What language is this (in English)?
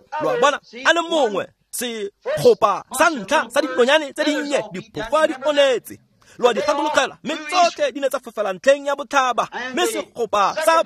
Tswana